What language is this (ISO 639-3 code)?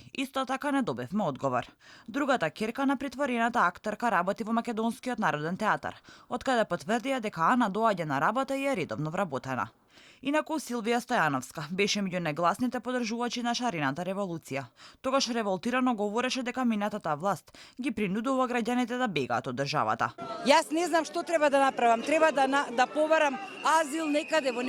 mkd